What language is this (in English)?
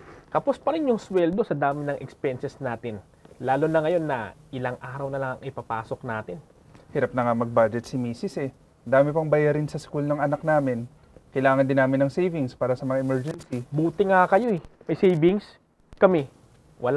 Filipino